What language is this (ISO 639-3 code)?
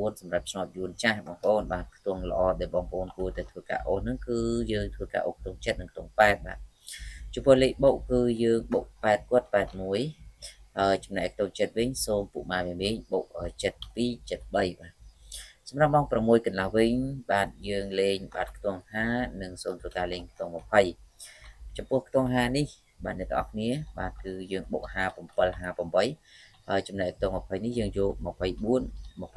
khm